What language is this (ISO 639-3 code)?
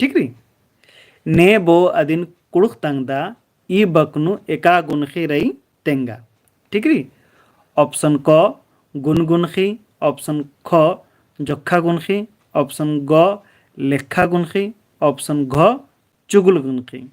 kru